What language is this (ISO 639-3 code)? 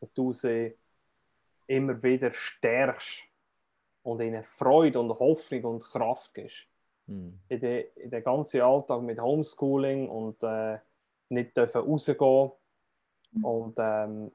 gsw